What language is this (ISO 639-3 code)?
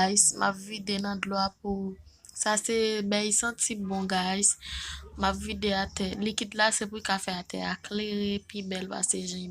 hat